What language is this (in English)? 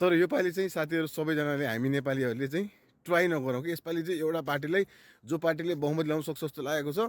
Nepali